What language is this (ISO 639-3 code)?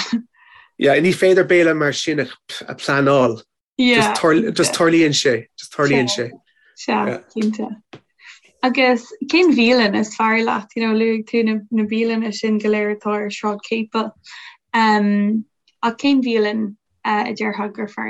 gle